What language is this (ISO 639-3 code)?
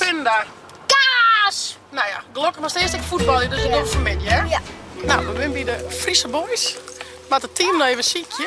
fry